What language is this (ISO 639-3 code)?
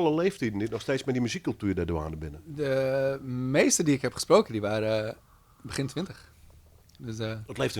fry